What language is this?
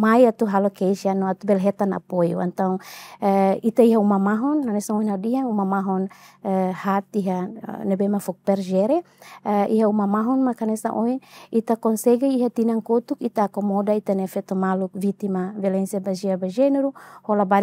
Tetum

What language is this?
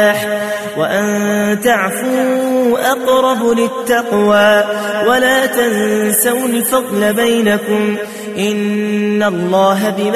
Arabic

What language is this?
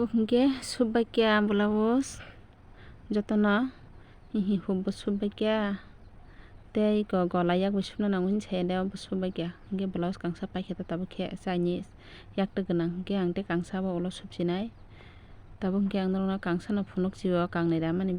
Kok Borok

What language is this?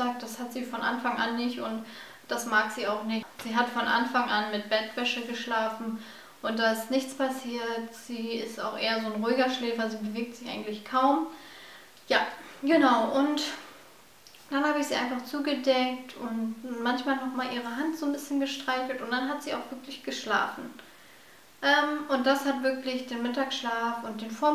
German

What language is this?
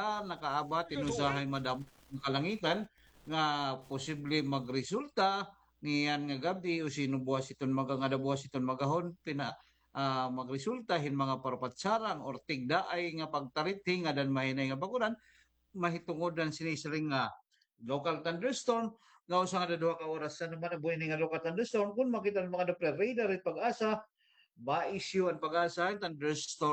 Waray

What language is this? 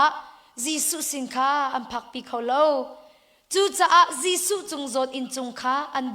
Hakha Chin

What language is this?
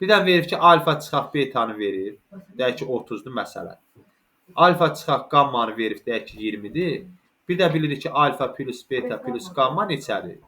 Azerbaijani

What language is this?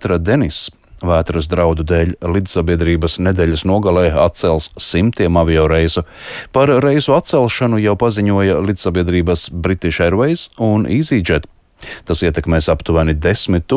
Latvian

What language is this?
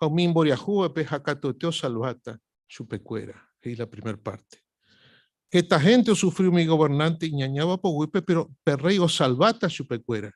Guarani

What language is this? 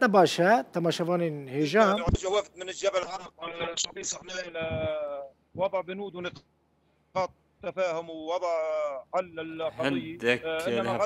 Kurdish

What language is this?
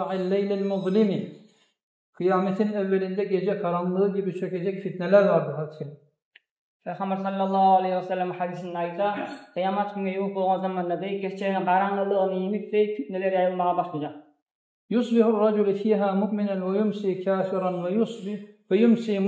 Kumyk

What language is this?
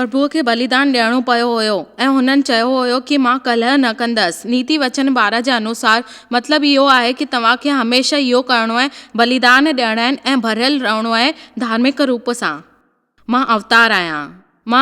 Sindhi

